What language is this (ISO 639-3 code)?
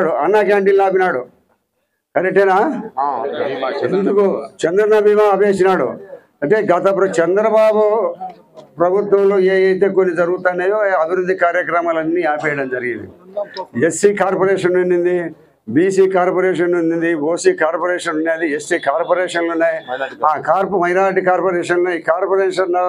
tel